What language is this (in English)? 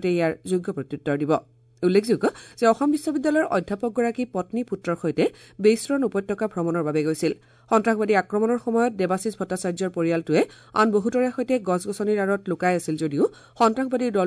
Assamese